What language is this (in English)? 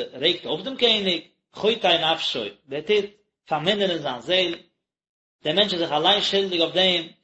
Yiddish